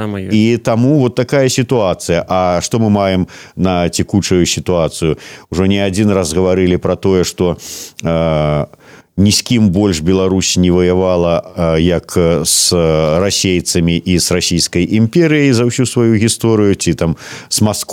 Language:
Belarusian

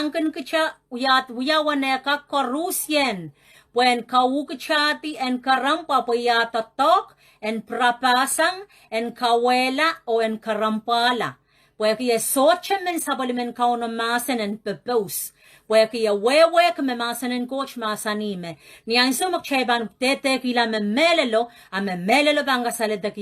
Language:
Pohnpeian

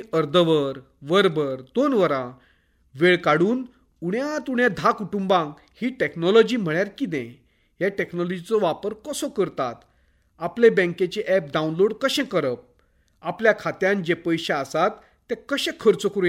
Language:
Konkani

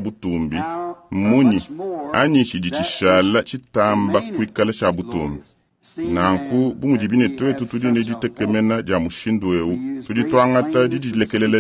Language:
Luba-Lulua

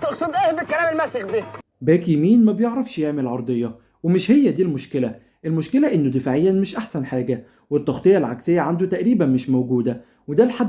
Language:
Egyptian Arabic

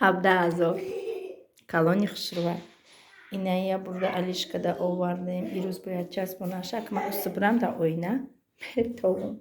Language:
Tajik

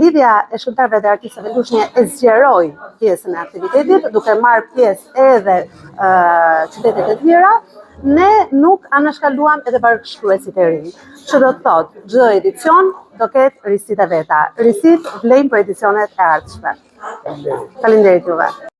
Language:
Albanian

